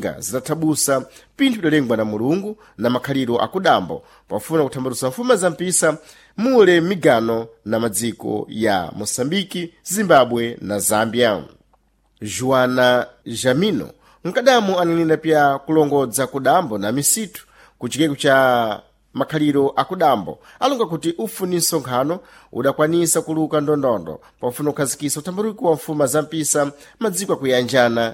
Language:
Sena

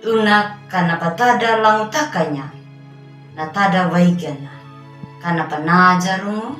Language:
Anakalangu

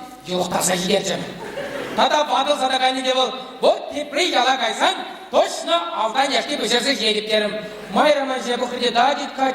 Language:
Chuvash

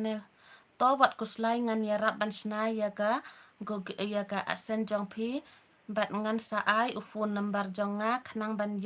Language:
Khasi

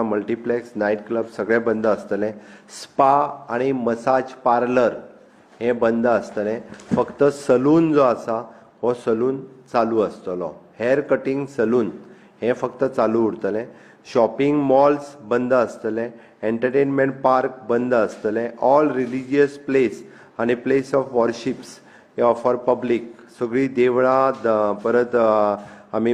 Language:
Konkani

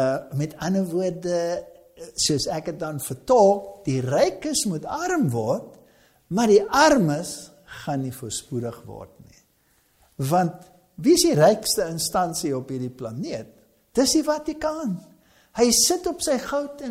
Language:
Afrikaans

